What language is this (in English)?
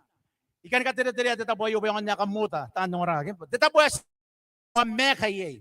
Gilbertese